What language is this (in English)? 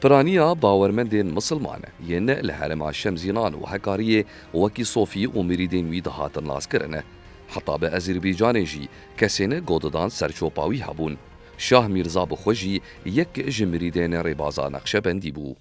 Kurdish